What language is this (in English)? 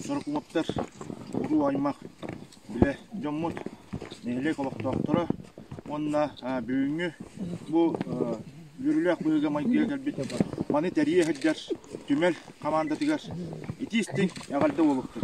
Yakut